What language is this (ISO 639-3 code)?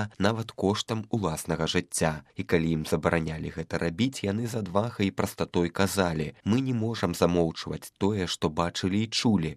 bel